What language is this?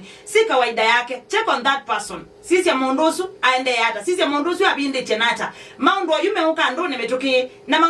Kamba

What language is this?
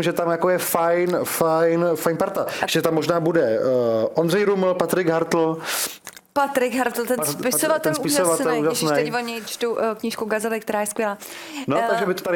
Czech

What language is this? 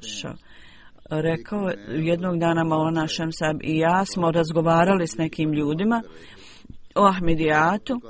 Bosnian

